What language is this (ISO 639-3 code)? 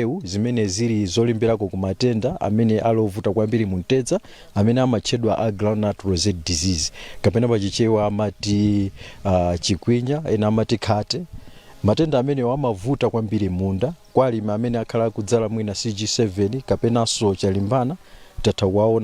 nya